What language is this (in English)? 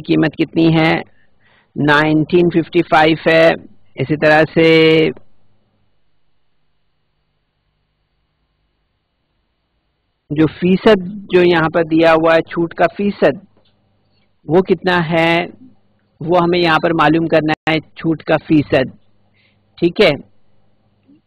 Urdu